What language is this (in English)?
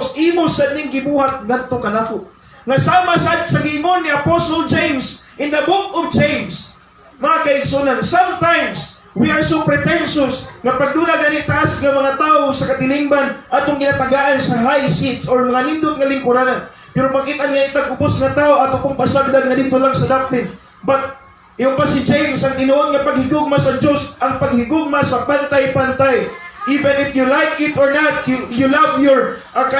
Cebuano